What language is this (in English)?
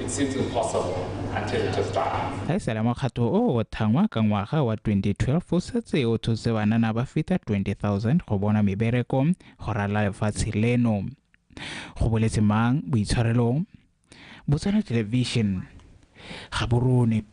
Tswana